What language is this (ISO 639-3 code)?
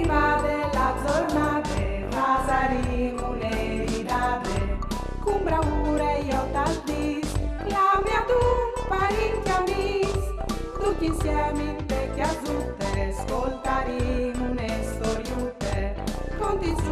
fur